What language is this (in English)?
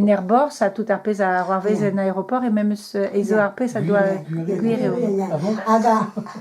Breton